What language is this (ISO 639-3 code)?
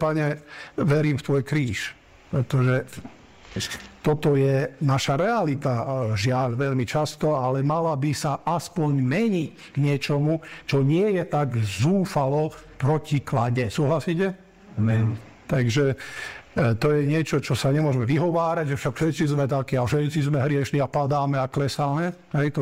slk